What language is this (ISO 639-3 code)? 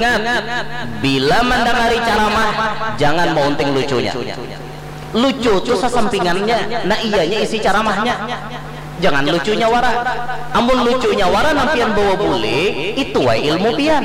bjn